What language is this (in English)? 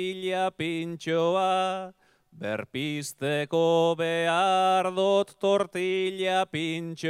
Basque